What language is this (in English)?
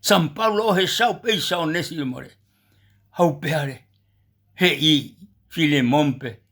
Guarani